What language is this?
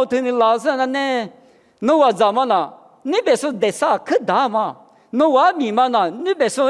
Lisu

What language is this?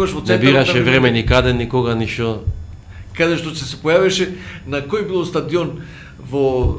Macedonian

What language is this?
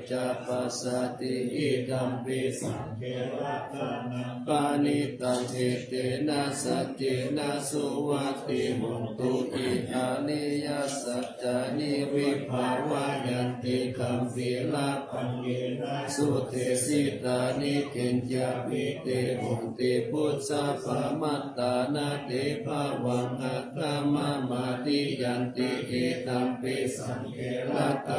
Pali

